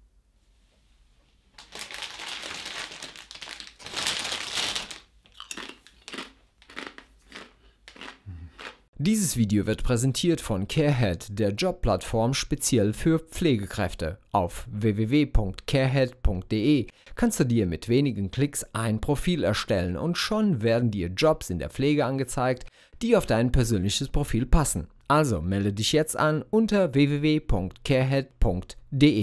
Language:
German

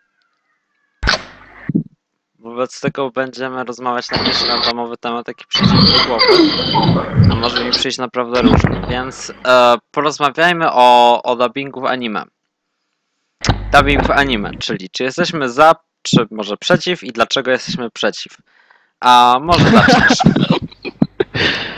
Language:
Polish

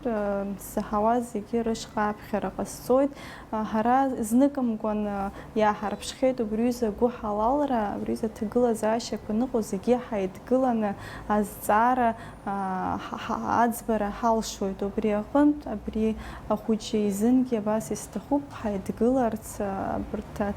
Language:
Abkhazian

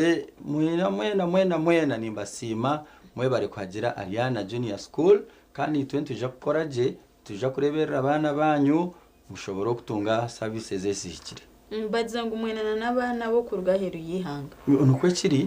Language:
Nyankole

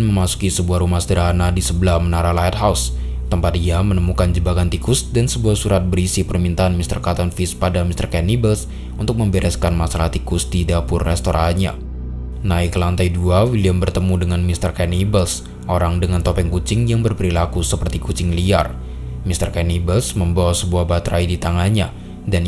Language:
Indonesian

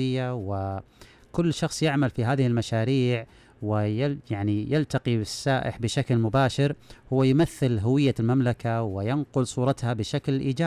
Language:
Najdi Arabic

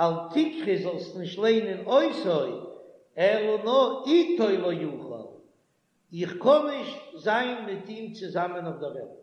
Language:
Yiddish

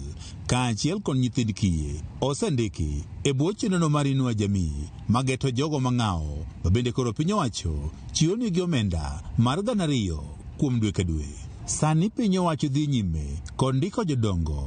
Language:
Luo (Kenya and Tanzania)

